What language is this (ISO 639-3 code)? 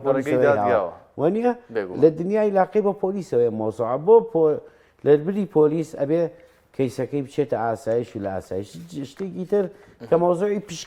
ckb